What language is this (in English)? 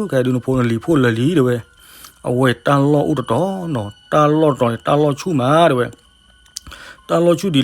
S'gaw Karen